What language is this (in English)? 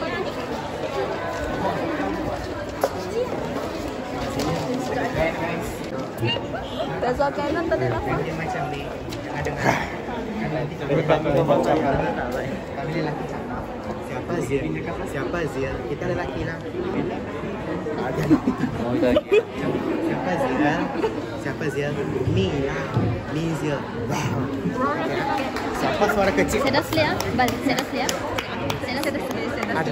Malay